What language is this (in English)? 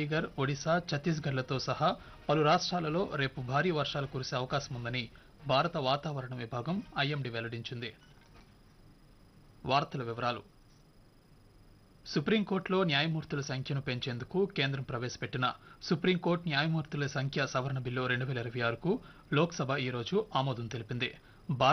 Telugu